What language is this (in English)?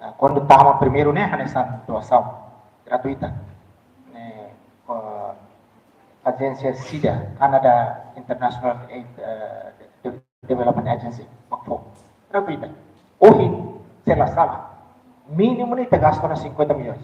Tetum